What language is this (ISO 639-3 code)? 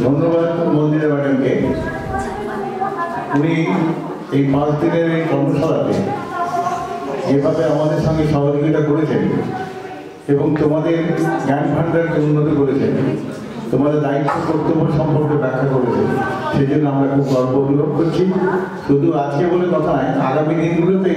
ben